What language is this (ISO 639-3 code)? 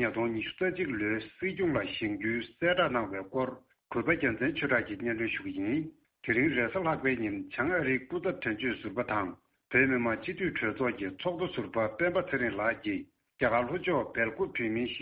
bod